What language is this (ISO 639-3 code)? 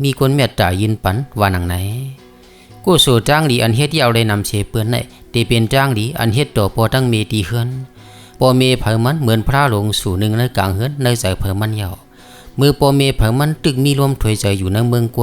shn